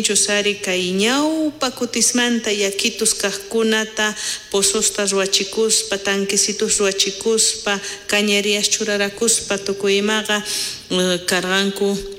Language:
South Bolivian Quechua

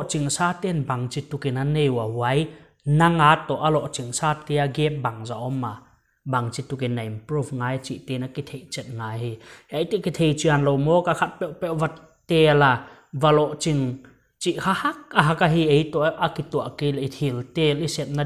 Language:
Paite Chin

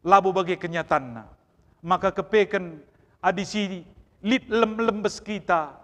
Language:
Batak Karo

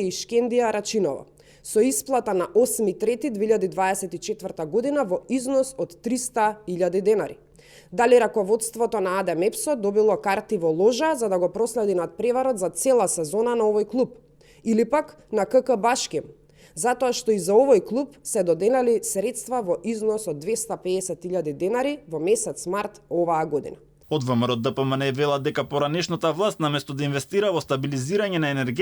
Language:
Macedonian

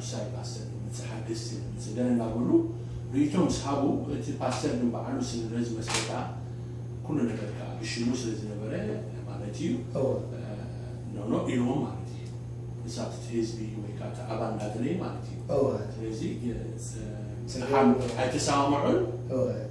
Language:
Tigrinya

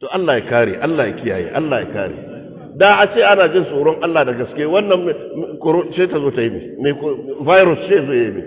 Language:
Hausa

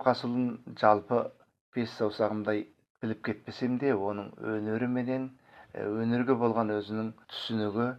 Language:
Kazakh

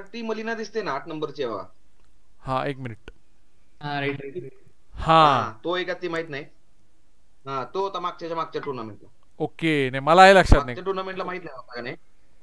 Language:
Marathi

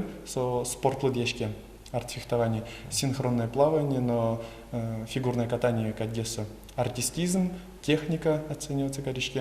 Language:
Udmurt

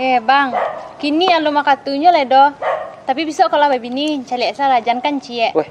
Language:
Minangkabau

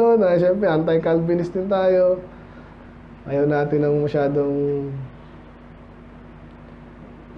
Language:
Filipino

